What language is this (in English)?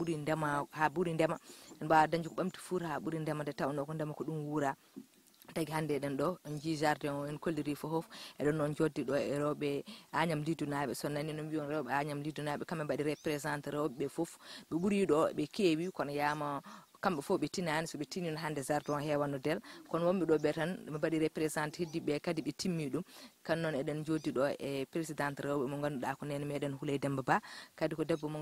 Fula